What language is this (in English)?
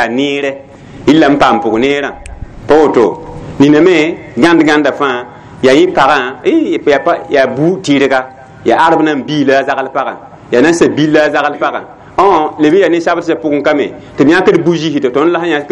Mossi